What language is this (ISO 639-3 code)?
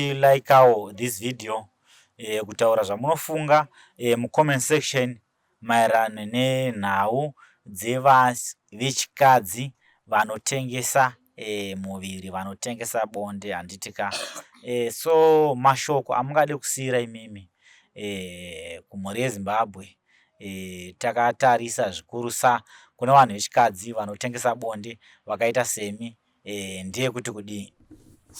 sna